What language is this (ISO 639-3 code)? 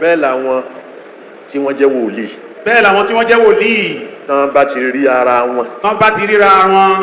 yor